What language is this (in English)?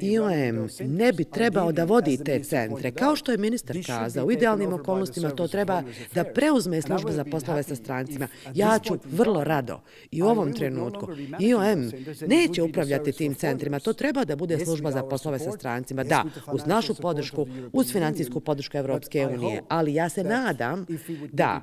Bosnian